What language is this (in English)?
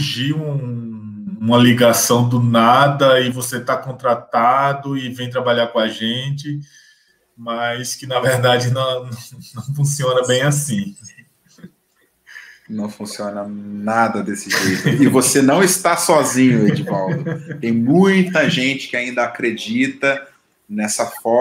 Portuguese